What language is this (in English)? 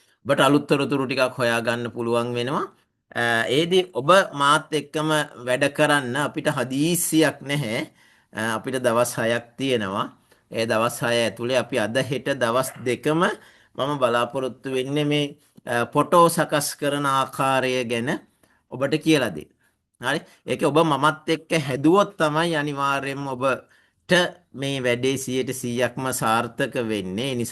Sinhala